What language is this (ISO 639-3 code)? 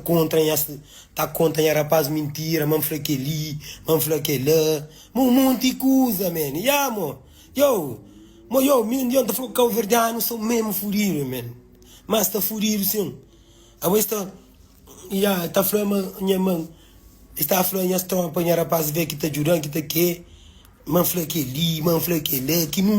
kea